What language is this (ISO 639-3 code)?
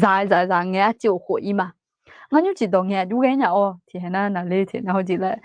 ahk